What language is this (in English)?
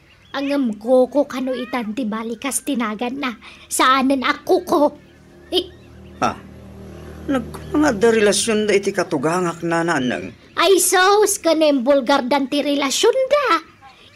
Iloko